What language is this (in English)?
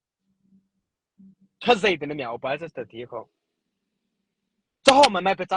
Mara Chin